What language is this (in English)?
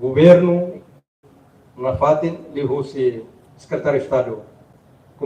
Tetum